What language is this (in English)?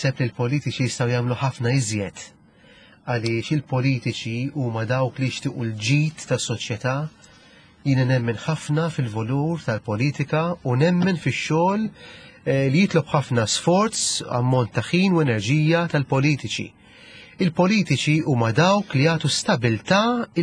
Maltese